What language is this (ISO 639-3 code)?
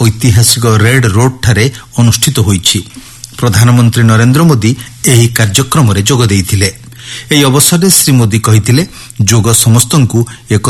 ori